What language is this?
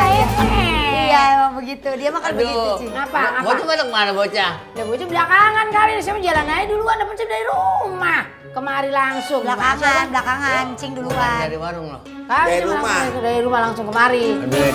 Betawi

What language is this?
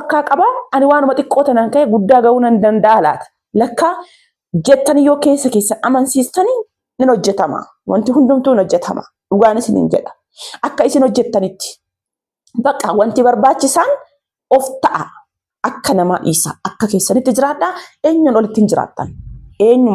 Oromo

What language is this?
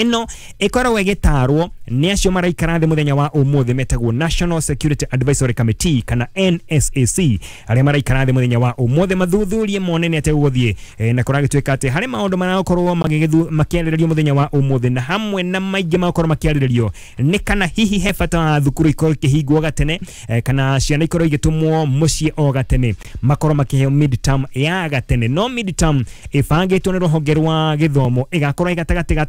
Kikuyu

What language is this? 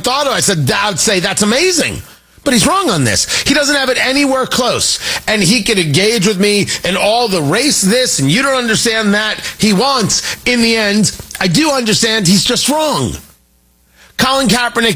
English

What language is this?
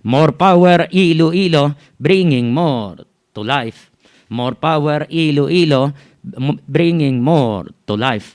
Hiligaynon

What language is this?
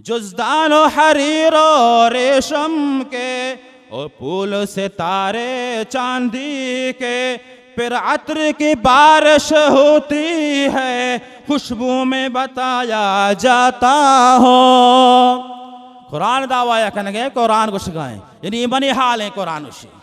Baluchi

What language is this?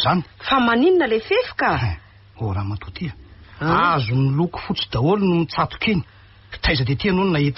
Malagasy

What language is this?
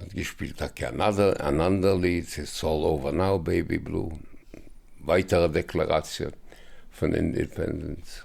Yiddish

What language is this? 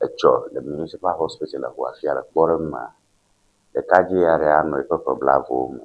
Ewe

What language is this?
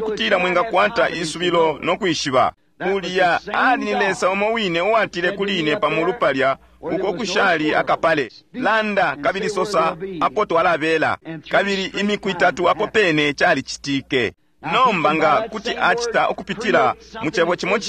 Bemba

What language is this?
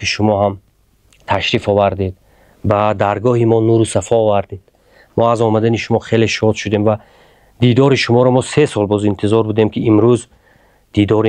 Tajik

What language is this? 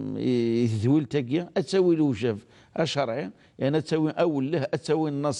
Kabyle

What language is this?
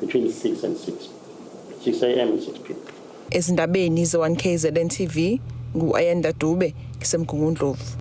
Zulu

